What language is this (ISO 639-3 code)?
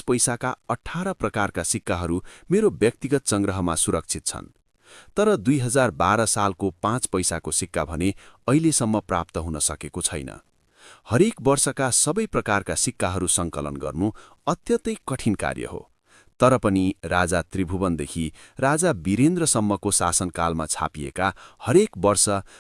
nep